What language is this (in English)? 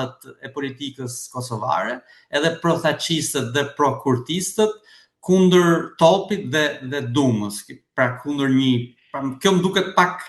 Albanian